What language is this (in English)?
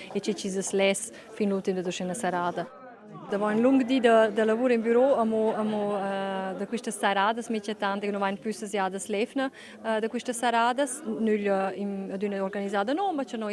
Romansh